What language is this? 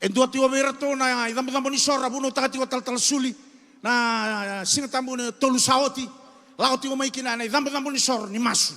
Fijian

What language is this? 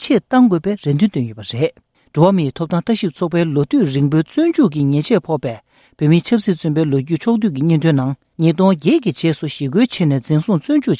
Tibetan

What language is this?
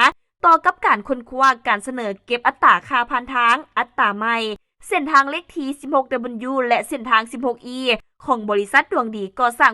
Lao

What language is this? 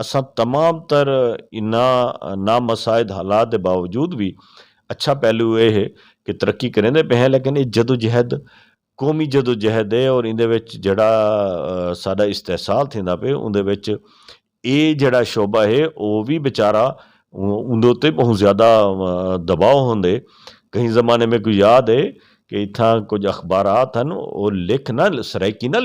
Saraiki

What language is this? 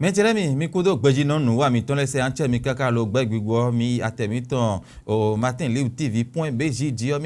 Fon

